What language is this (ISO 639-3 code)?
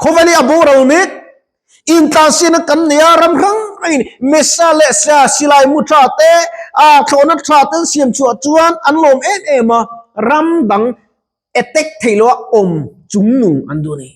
lus